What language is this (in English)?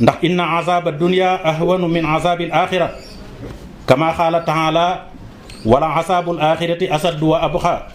Wolof